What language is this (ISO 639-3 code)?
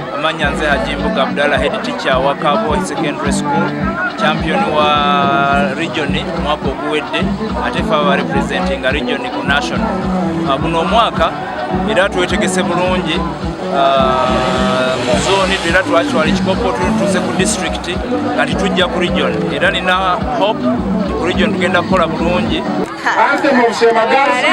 nyn